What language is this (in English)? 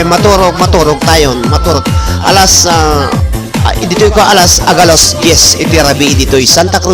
Iloko